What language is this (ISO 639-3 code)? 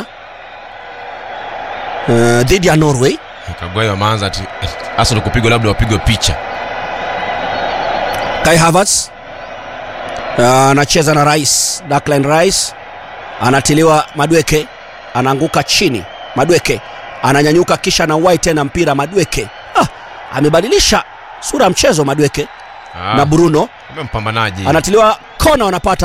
swa